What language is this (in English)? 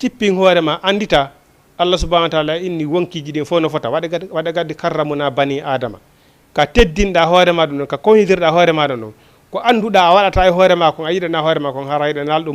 Fula